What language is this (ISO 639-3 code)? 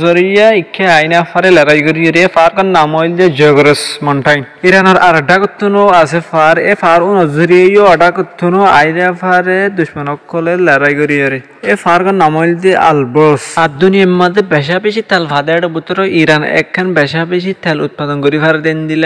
rhg